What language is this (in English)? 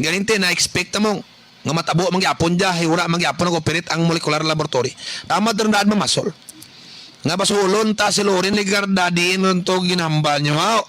Kinaray-a